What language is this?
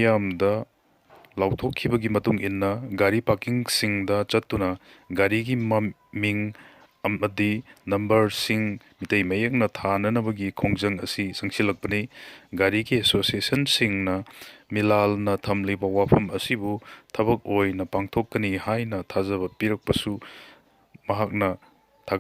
Manipuri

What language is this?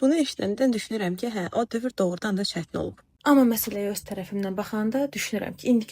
Azerbaijani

